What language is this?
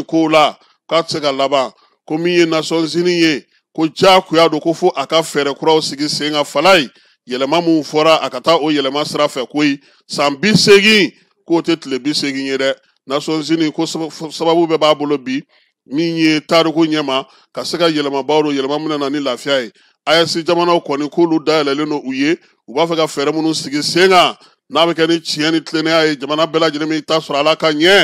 Bambara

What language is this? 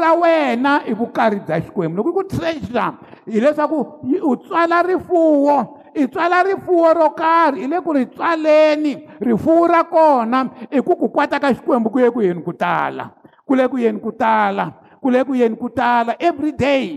Tsonga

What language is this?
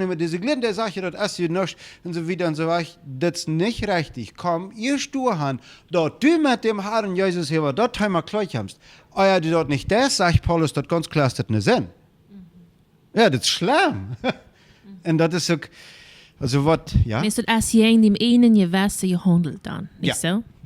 Plautdietsch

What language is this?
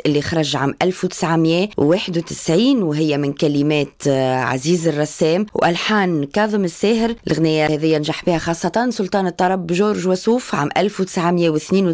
Tunisian Arabic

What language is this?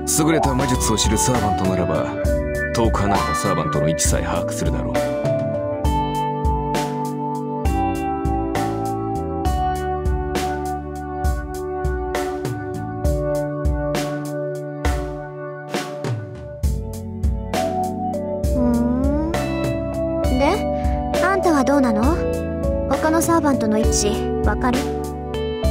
Japanese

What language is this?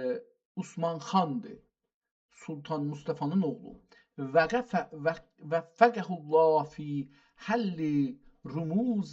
South Azerbaijani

